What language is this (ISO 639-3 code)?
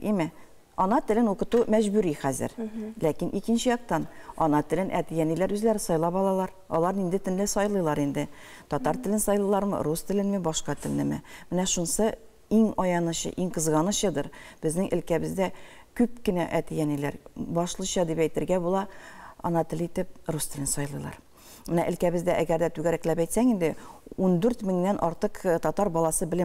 tat